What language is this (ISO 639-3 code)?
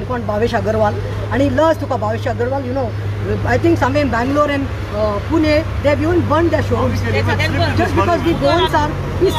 kok